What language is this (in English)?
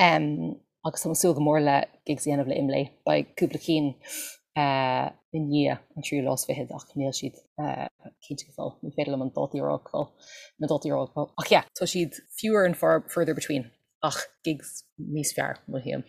Irish